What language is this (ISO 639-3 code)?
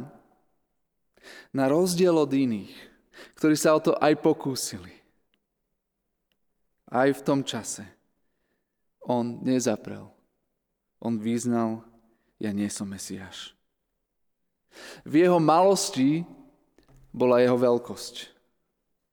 slk